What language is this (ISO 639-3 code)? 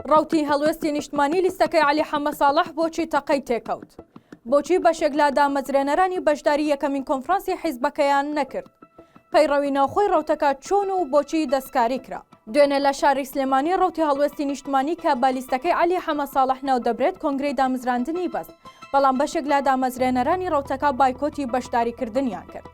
ckb